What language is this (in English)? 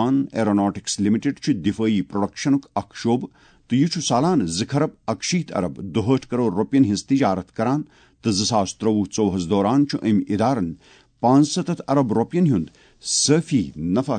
Kashmiri